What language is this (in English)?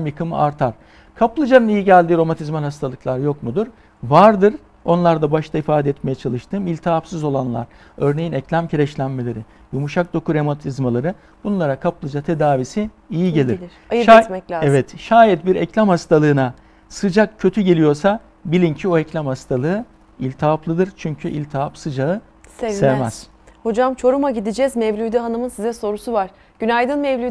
Turkish